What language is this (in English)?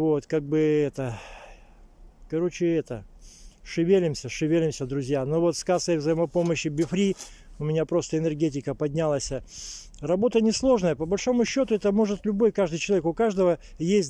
Russian